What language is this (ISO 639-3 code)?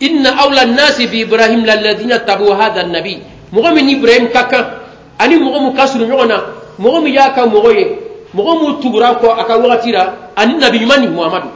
bam